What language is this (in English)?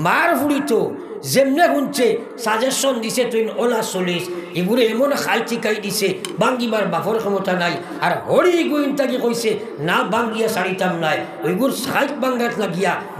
Sylheti